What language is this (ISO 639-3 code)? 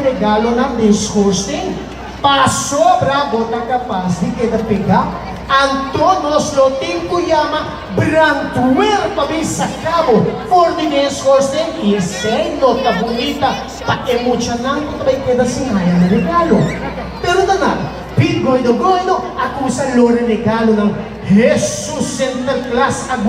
pap